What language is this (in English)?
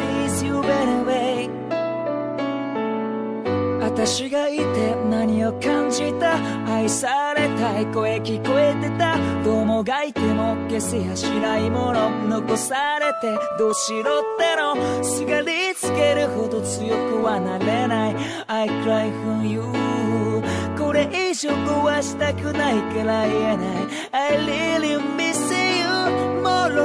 Japanese